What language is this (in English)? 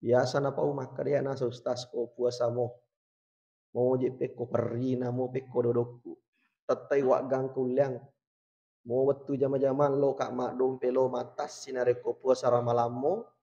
Buginese